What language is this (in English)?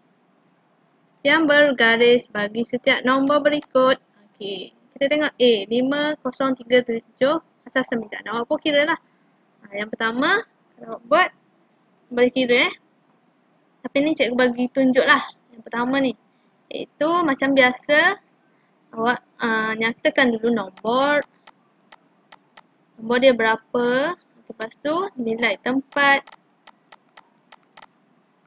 Malay